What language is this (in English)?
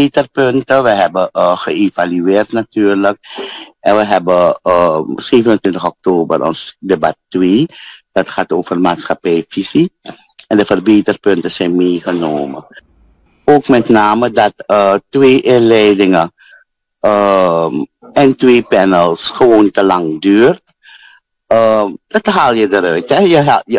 Dutch